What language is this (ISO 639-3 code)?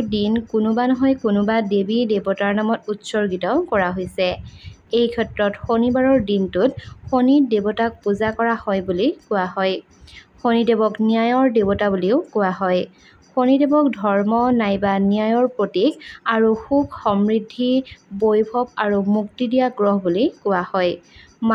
asm